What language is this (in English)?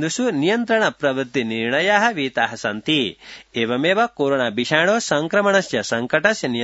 Sanskrit